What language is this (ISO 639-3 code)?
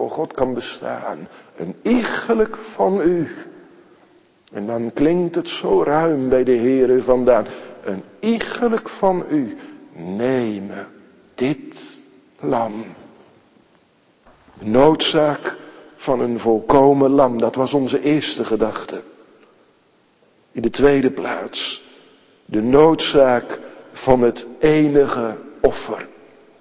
nld